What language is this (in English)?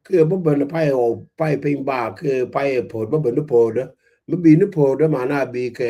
Nuer